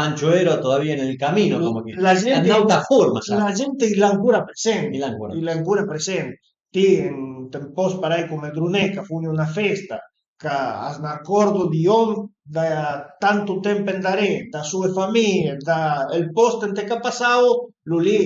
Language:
Piedmontese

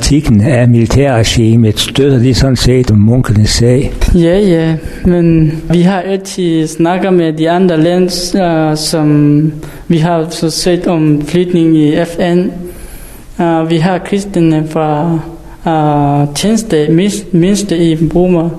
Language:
Danish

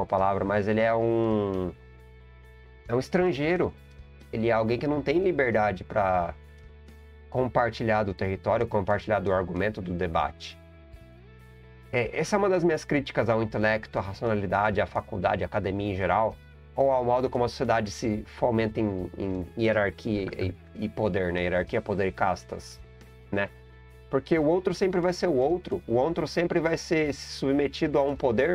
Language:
Portuguese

